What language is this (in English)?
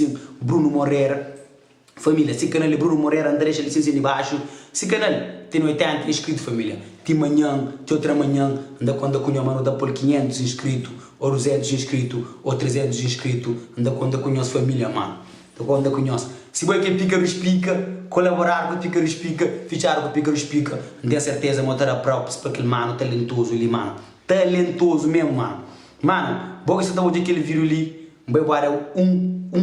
Kabuverdianu